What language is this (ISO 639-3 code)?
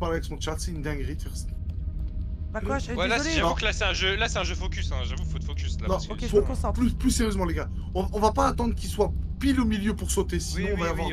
fra